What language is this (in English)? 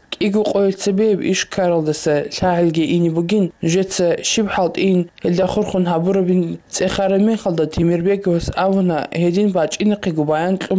Avaric